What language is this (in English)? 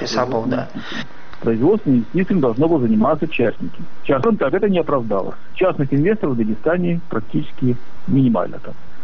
Avaric